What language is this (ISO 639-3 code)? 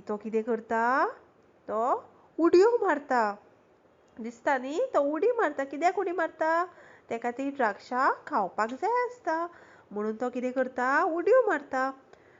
kok